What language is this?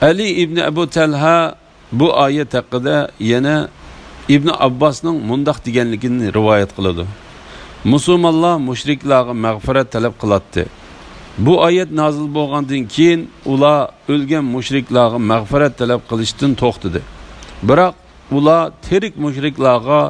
Uyghur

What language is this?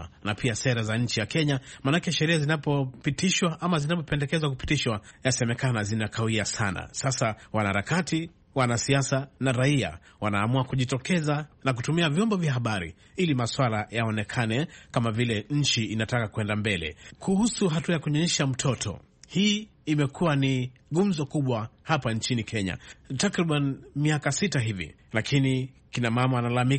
Swahili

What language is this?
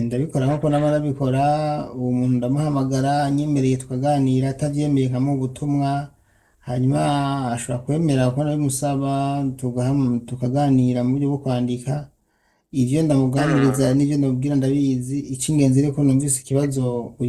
Rundi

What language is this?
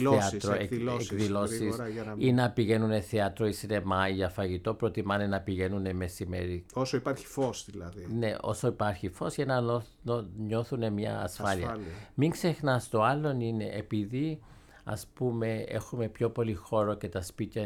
Greek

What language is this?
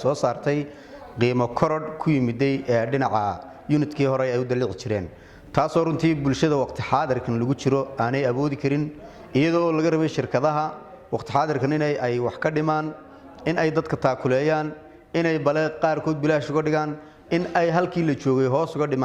Somali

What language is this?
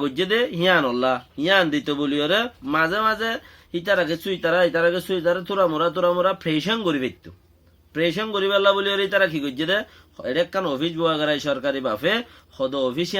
Rohingya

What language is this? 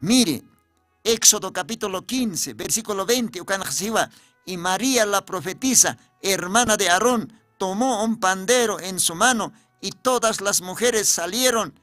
Aymara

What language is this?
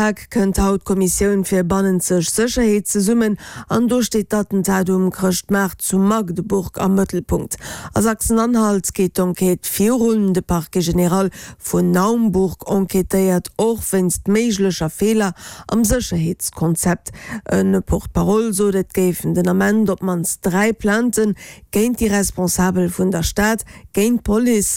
Luxembourgish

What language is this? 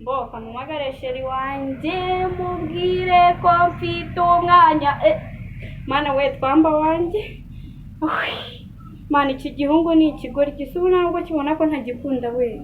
Kinyarwanda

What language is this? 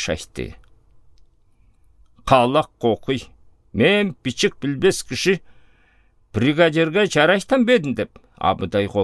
Southern Altai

